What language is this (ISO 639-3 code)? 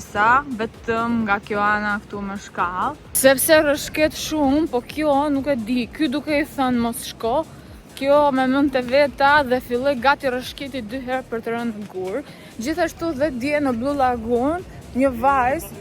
sqi